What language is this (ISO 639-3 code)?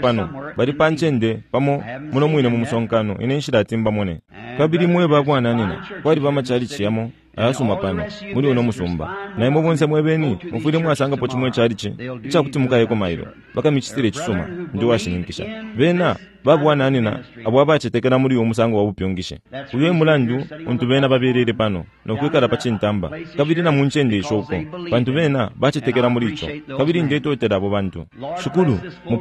bem